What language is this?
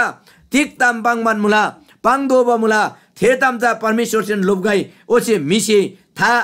Eastern Tamang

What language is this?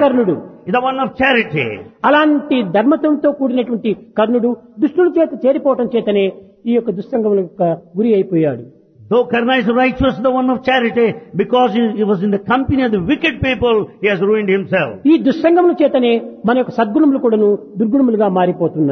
Telugu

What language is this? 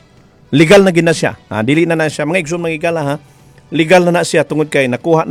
Cebuano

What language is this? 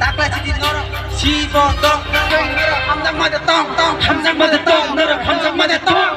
Kok Borok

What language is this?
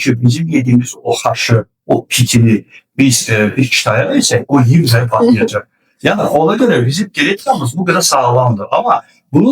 Azerbaijani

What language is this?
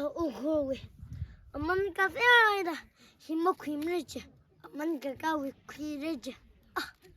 Tangkhul Naga (India)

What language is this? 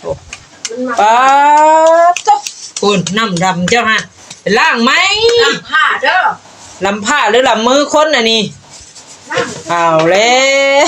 Northeastern Thai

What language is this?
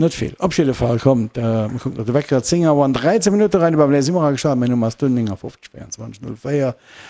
Luxembourgish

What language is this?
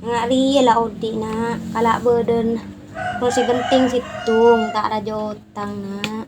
Madurese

